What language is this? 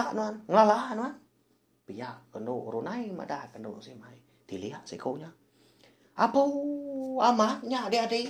Iban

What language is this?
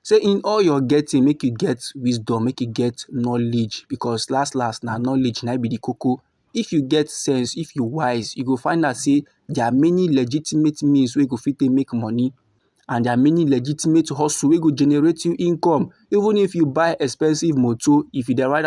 Nigerian Pidgin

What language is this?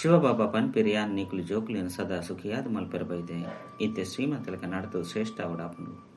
Tulu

